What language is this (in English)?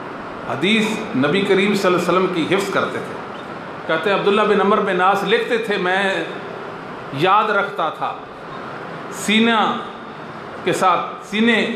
Urdu